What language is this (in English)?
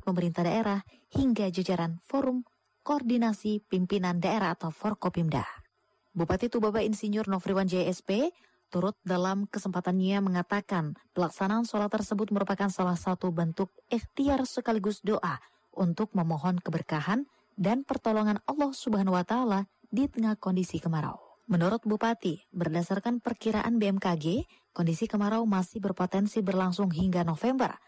Indonesian